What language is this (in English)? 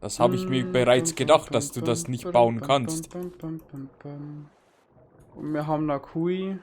Bavarian